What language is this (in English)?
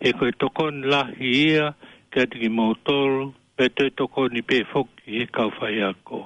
Tongan